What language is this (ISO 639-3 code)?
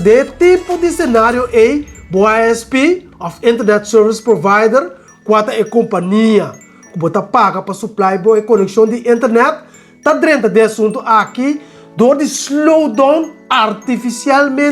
pap